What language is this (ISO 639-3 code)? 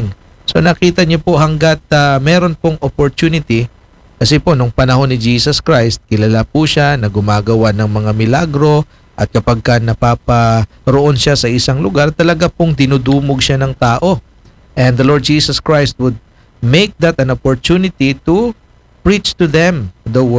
fil